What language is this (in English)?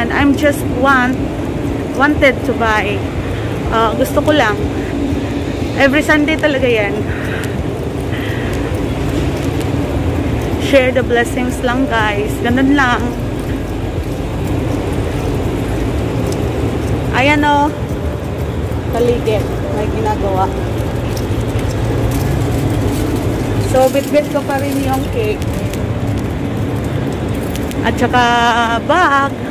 Filipino